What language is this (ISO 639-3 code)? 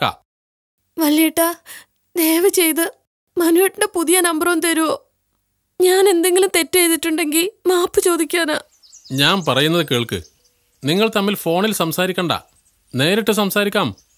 mal